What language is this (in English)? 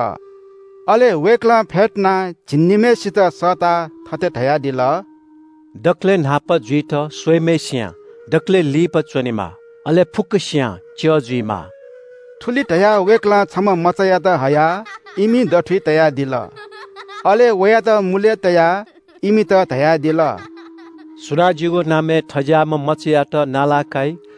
Newari